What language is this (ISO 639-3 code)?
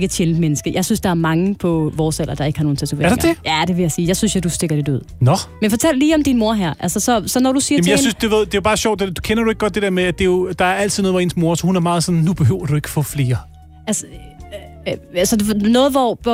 dan